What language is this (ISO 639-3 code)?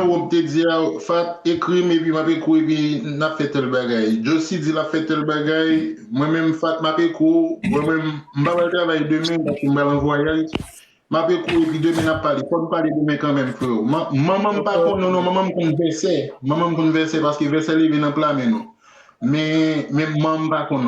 hat